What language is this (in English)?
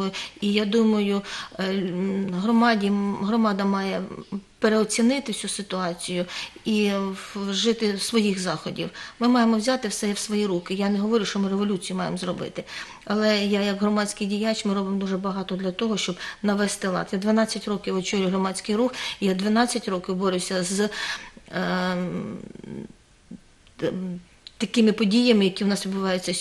Ukrainian